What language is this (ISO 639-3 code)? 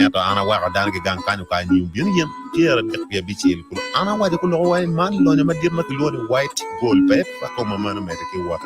ach